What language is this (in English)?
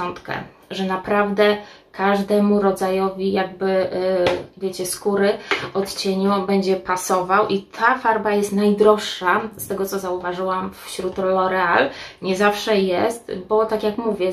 Polish